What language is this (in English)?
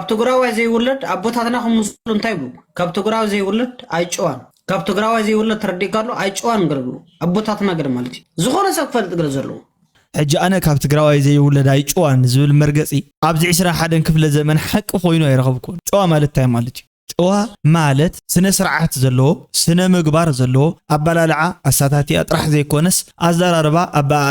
Tigrinya